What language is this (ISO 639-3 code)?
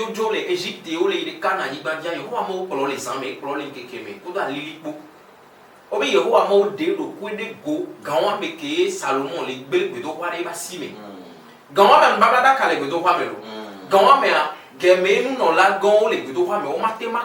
ewe